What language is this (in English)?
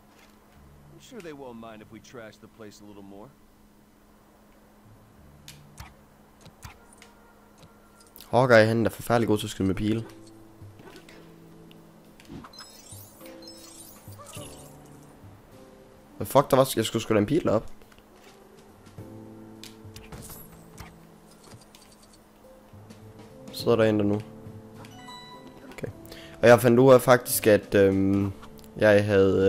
Danish